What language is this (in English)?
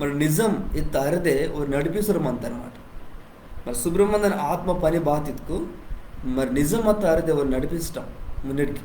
Koya